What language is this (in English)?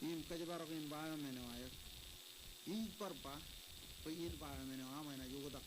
Marshallese